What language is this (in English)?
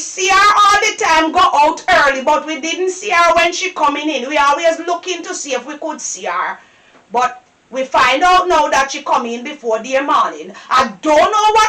Jamaican Creole English